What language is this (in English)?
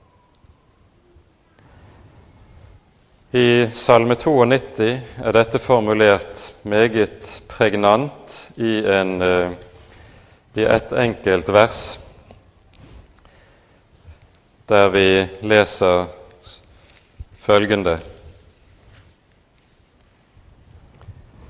Norwegian